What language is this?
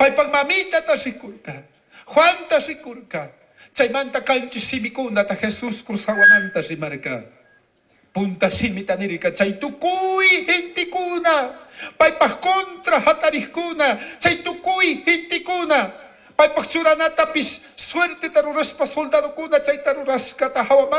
Chimborazo Highland Quichua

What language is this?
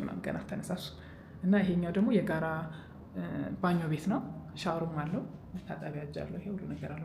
Amharic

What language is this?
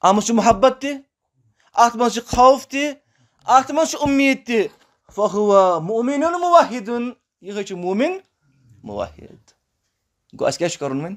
Kashmiri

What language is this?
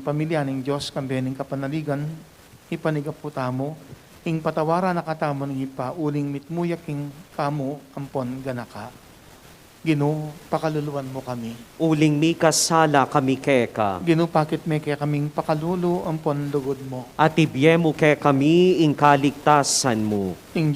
Pampanga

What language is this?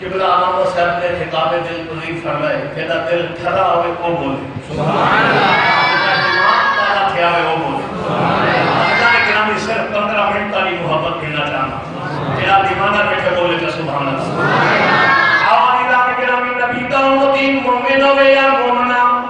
Saraiki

